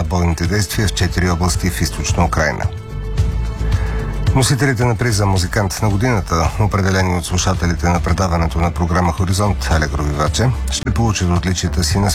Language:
Bulgarian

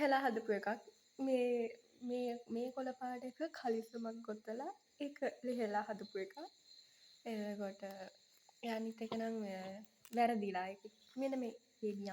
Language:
Sinhala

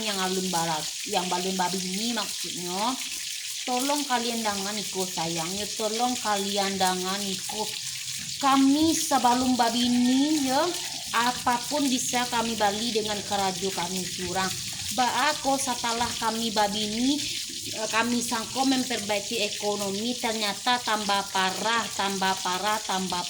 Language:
Minangkabau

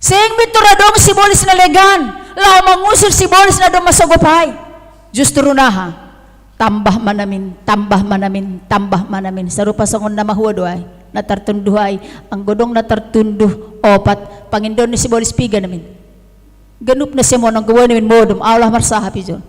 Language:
Batak Simalungun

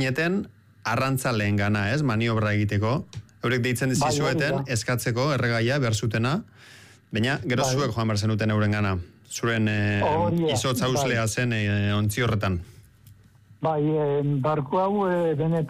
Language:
Basque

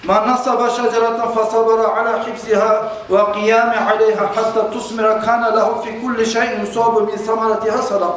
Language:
Kumyk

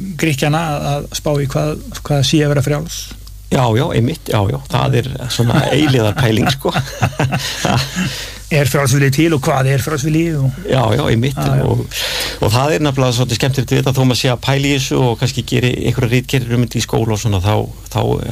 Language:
Icelandic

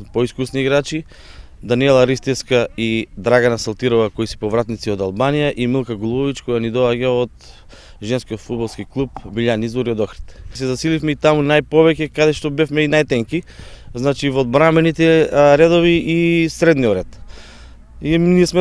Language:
Macedonian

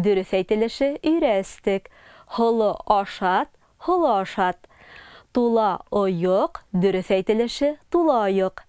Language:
Bashkir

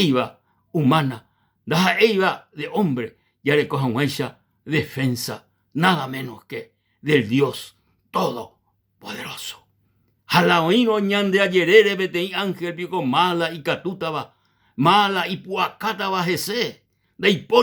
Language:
Guarani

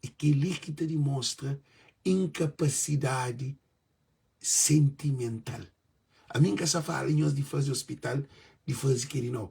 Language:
Kabuverdianu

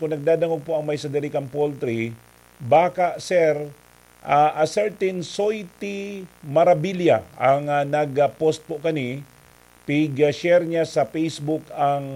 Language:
Bikol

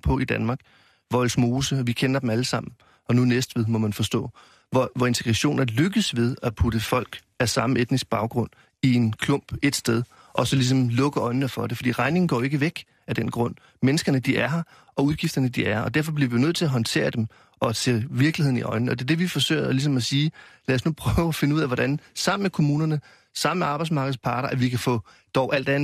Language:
Danish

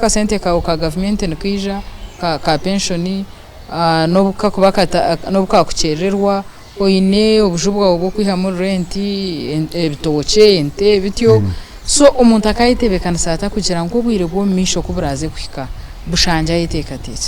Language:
Nyankole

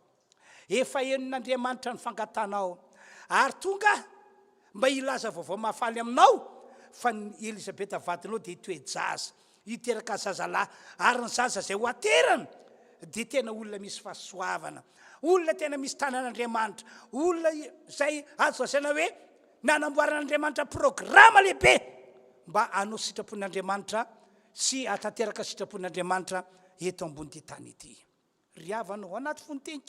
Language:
Malagasy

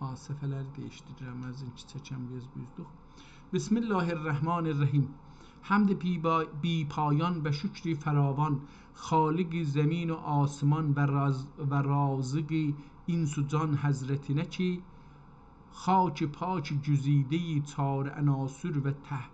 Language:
South Azerbaijani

